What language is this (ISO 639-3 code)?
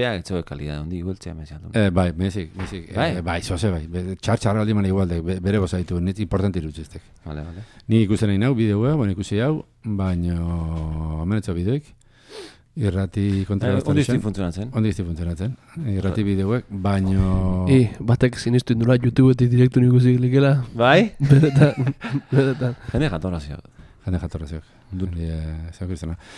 eus